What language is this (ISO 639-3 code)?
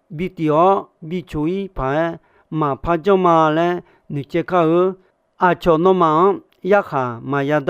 ahk